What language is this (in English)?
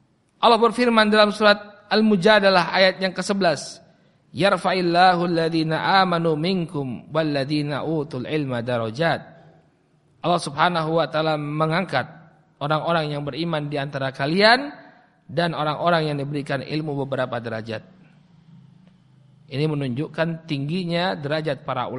Indonesian